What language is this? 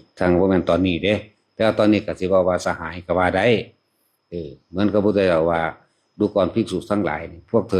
Northeastern Thai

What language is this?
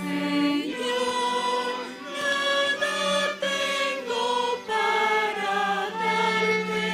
South Bolivian Quechua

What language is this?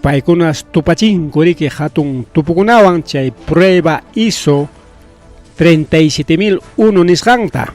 Ayacucho Quechua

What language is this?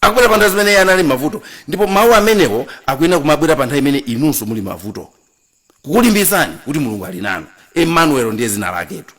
Nyanja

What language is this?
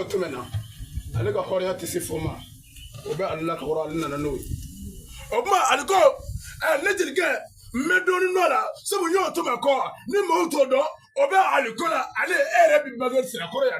Bambara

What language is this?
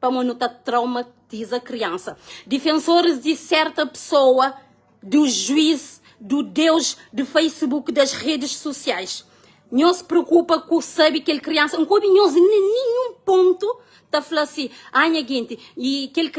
Kabuverdianu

